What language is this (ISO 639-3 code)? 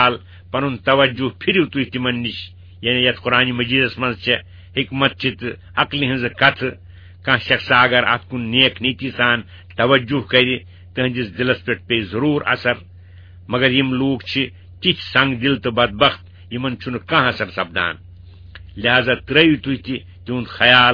kas